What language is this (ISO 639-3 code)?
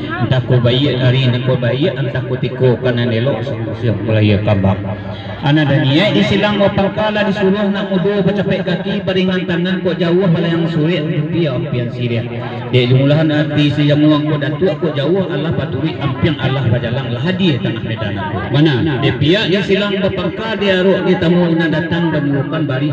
min